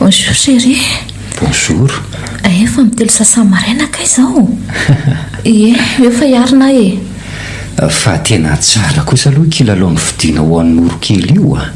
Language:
Malagasy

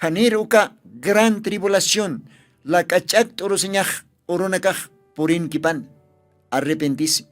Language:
Aymara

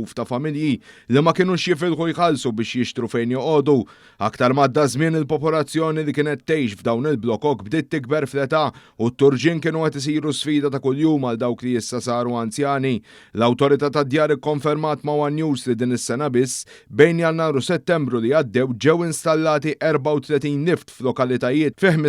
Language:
Maltese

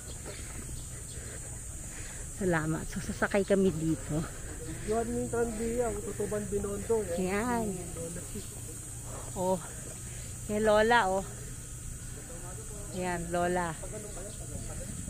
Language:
Filipino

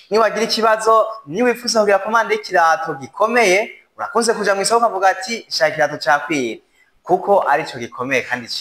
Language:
Rundi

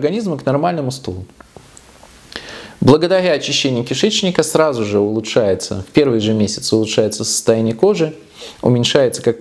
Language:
Russian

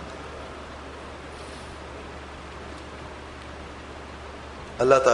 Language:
Urdu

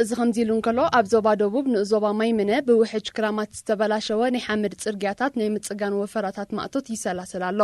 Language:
Tigrinya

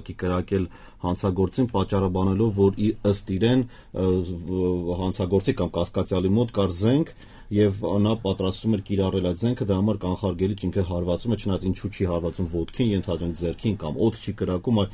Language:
Armenian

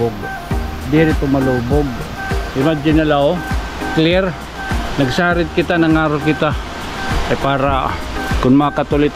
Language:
Waray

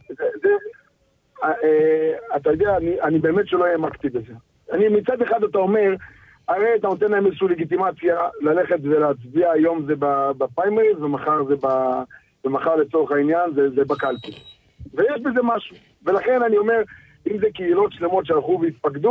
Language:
Hebrew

